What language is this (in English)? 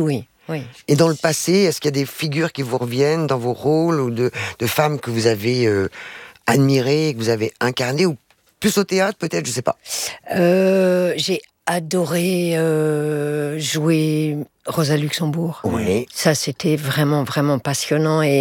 French